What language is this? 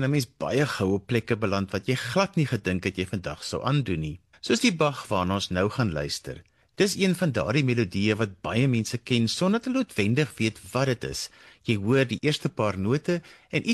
Afrikaans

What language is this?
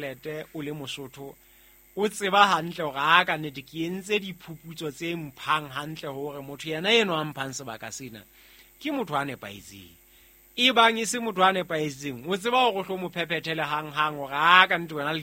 Southern Sotho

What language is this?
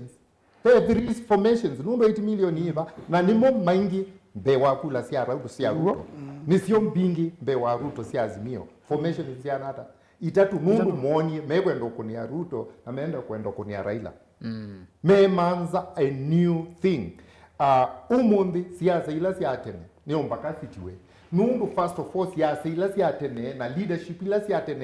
Kamba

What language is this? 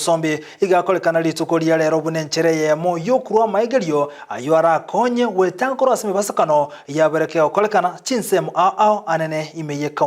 Gusii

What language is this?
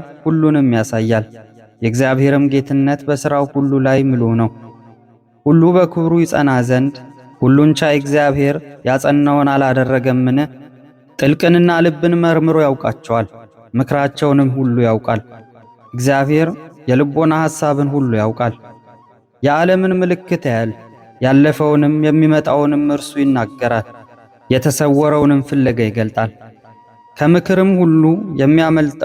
Amharic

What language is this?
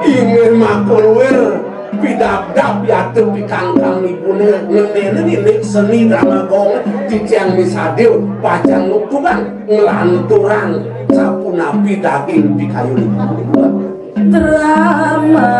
Balinese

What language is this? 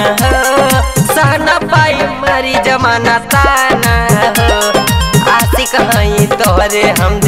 Bhojpuri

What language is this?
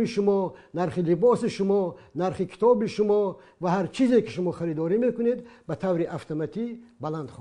Tajik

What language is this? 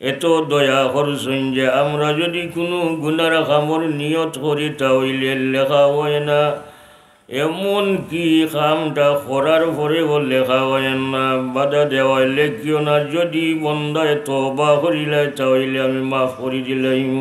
Sylheti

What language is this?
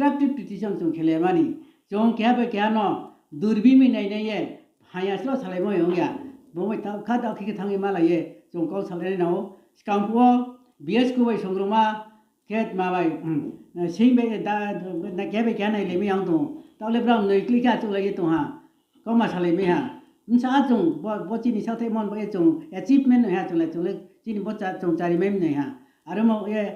Riang (India)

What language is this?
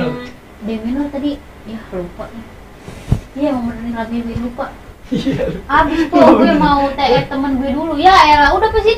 Betawi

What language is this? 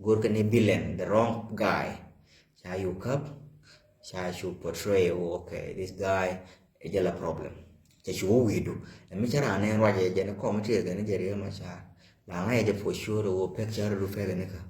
Nuer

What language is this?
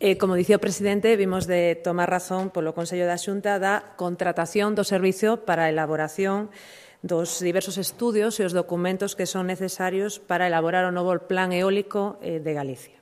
Galician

